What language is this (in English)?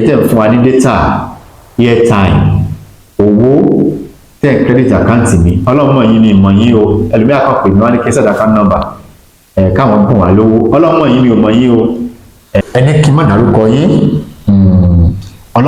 Yoruba